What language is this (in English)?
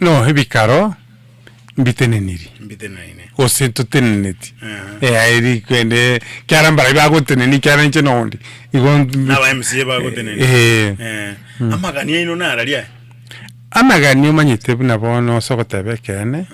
Gusii